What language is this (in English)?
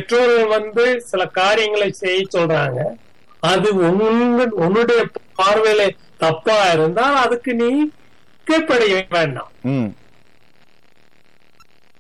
Tamil